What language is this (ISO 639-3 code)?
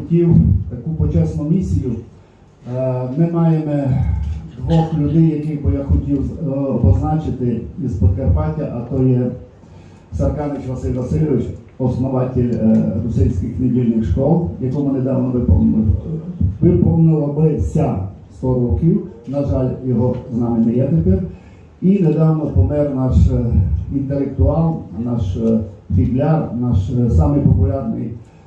rue